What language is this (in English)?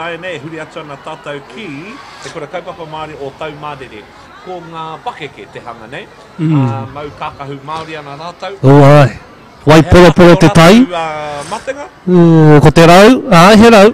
Māori